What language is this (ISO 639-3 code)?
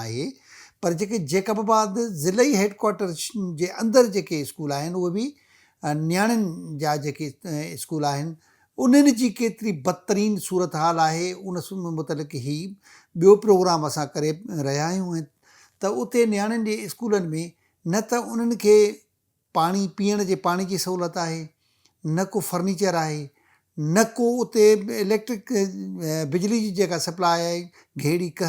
snd